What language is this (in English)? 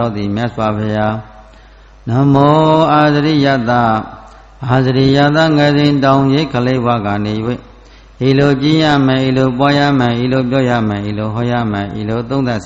Burmese